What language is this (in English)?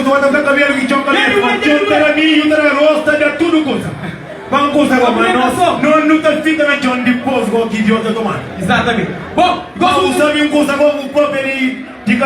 Kabuverdianu